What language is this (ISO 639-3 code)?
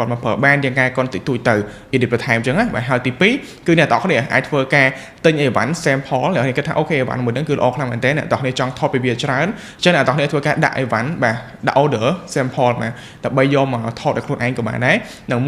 khm